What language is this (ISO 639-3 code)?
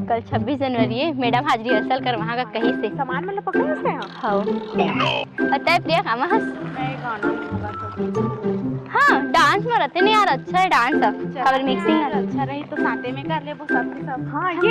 hne